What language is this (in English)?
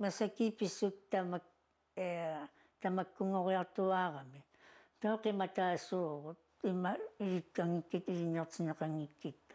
Kalaallisut